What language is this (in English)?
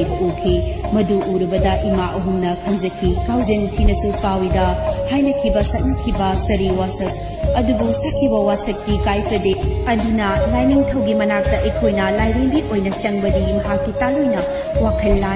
Manipuri